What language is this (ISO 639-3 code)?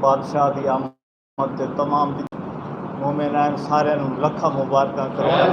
skr